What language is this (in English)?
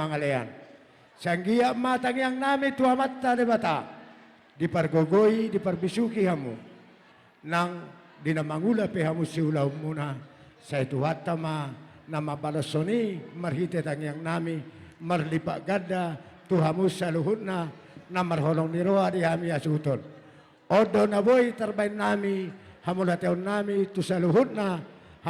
Batak Toba